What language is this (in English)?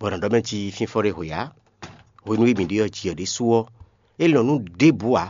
Fon